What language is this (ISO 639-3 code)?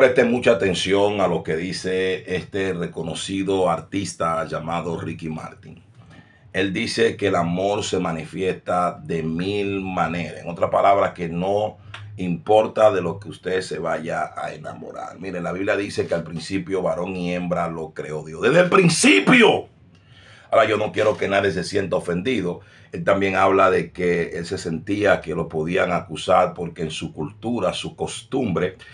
spa